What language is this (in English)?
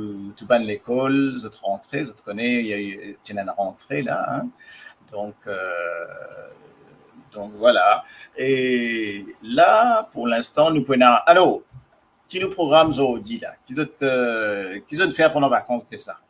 Morisyen